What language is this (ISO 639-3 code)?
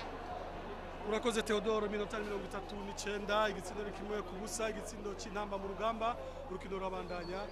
run